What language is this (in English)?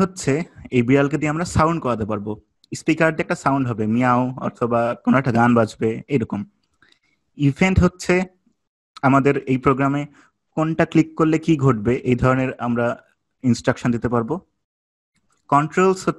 Bangla